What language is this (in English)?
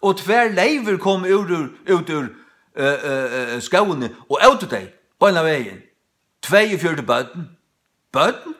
Faroese